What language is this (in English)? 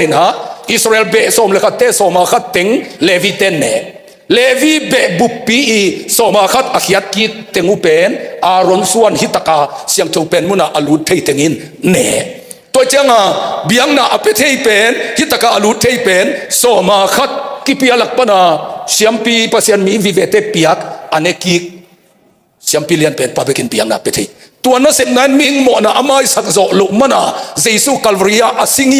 Tedim Chin